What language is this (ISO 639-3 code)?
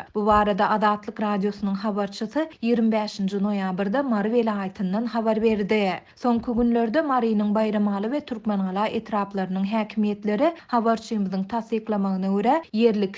tuk